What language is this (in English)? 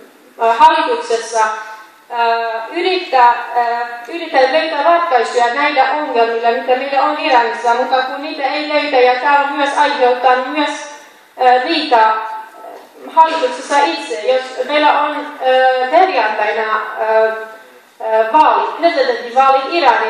Finnish